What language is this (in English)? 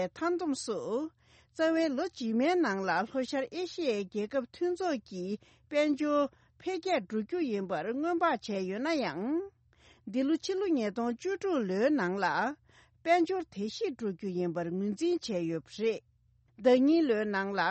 Tibetan